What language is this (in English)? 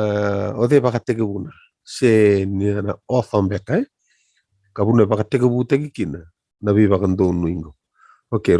Fijian